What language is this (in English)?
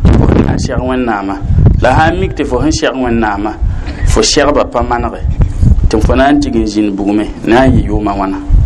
Mossi